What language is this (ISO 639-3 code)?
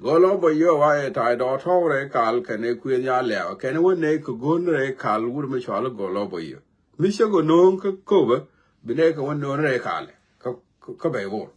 nus